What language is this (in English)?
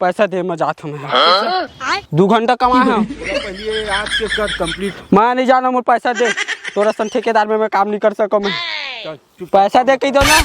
Chhattisgarhi